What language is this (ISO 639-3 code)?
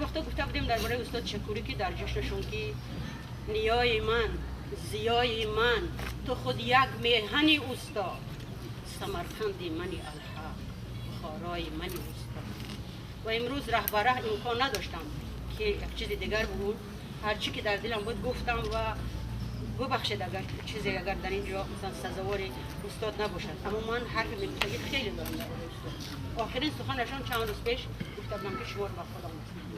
tgk